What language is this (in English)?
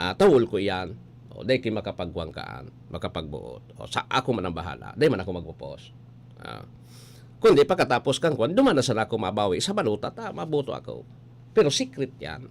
Bikol